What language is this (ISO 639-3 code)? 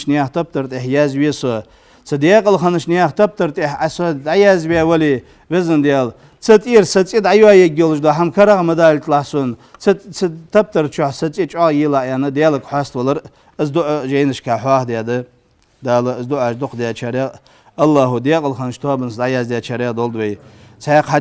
inh